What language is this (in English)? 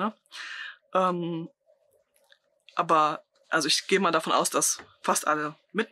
German